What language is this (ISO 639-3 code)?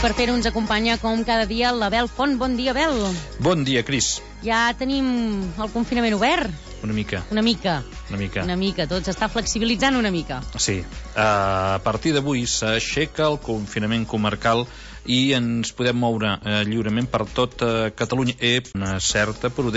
cat